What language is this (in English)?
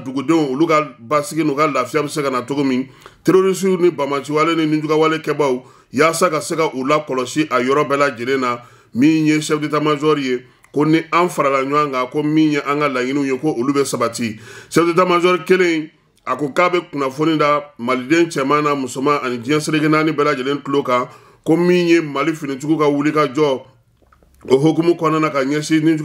Bambara